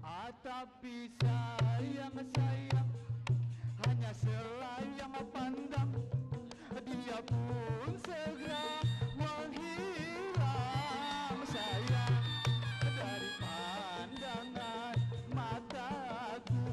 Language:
Betawi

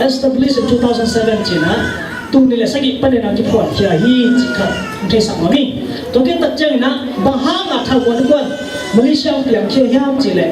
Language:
Tedim Chin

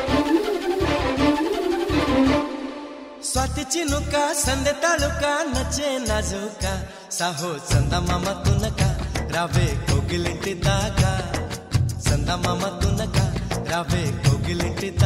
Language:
Telugu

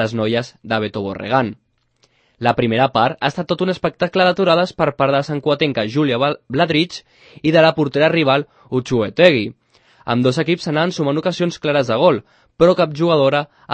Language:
Catalan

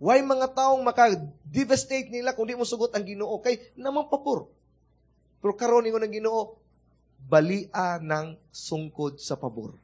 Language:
Cebuano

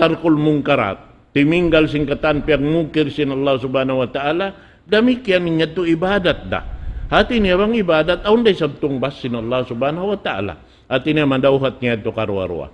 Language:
Tausug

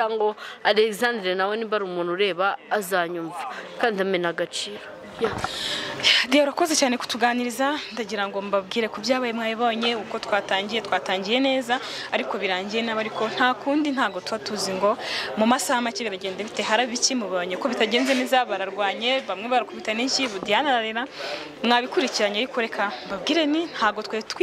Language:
Kinyarwanda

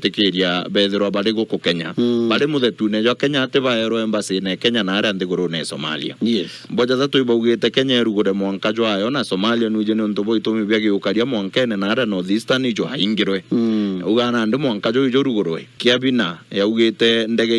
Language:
Meru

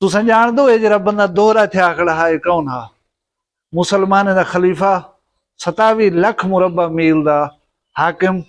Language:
Saraiki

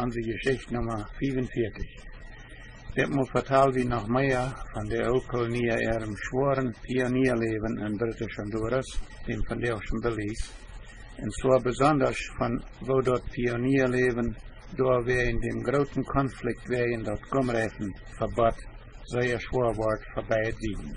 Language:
Plautdietsch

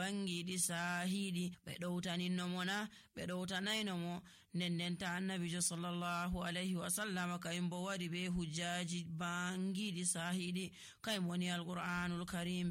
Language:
Nigerian Fulfulde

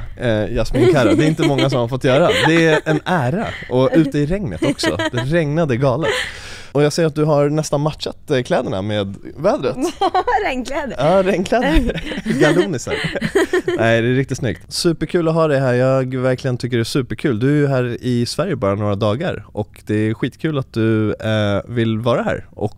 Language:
Swedish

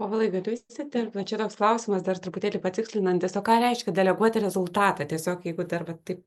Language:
Lithuanian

